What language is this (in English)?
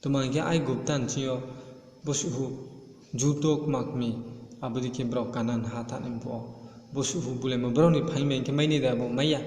Riang (India)